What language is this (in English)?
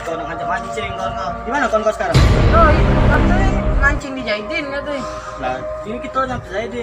Musi